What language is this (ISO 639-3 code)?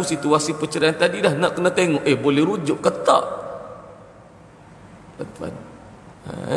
msa